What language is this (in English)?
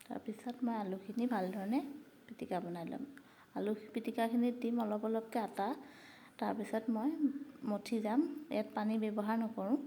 Assamese